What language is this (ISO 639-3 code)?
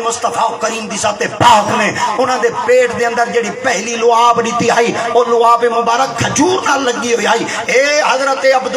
skr